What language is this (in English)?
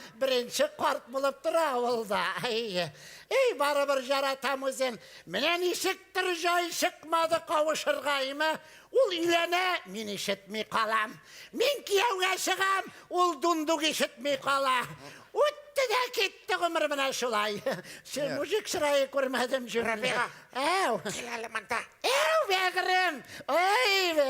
Tatar